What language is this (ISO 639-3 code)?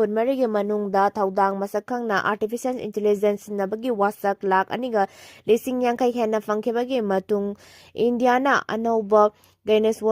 mni